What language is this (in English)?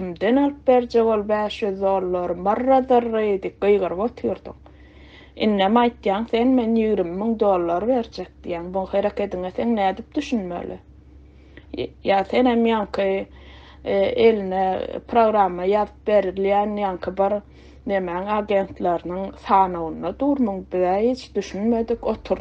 Turkmen